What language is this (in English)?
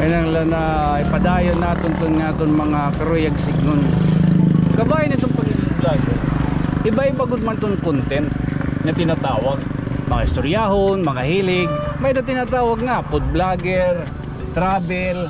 Waray